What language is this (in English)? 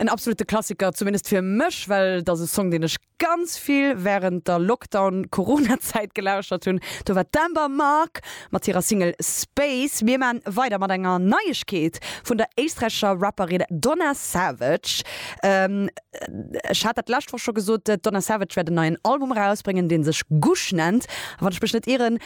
Luxembourgish